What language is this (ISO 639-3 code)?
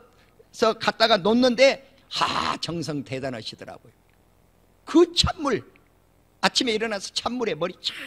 kor